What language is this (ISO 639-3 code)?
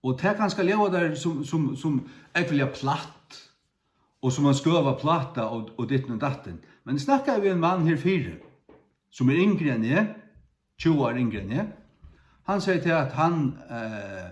fao